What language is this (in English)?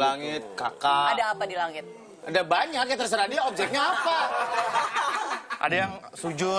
Indonesian